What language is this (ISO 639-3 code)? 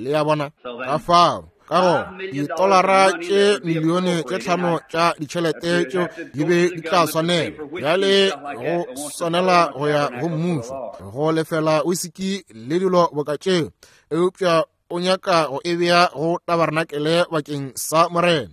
nso